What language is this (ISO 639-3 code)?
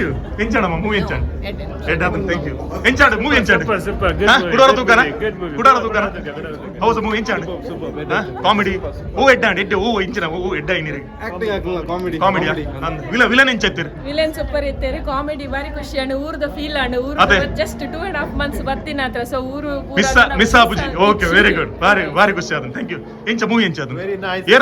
tcy